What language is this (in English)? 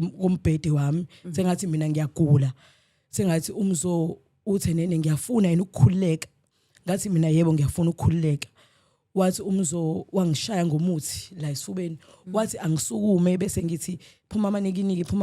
Zulu